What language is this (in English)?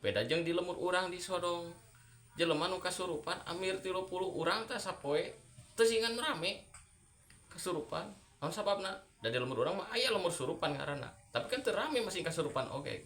Sundanese